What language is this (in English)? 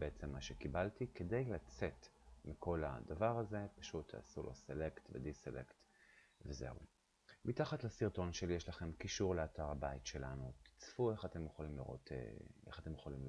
Hebrew